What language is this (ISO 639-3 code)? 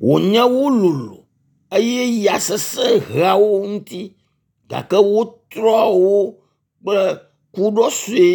ewe